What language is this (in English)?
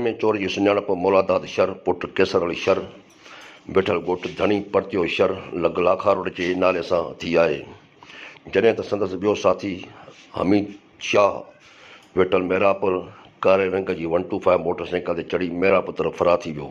Sindhi